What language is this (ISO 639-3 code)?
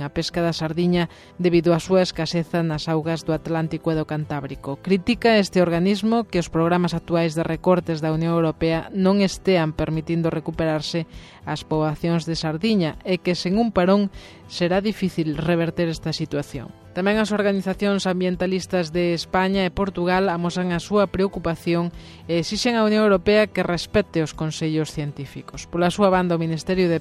glg